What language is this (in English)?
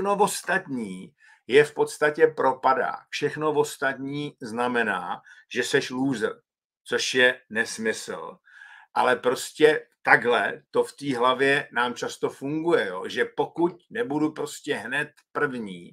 Czech